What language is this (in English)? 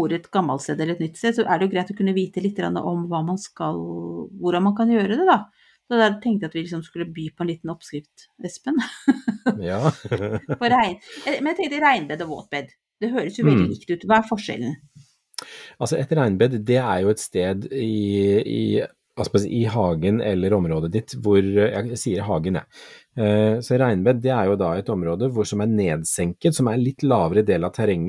Norwegian